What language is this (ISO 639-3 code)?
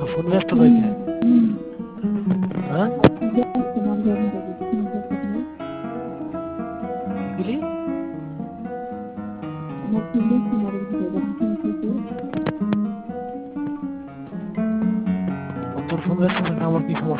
ben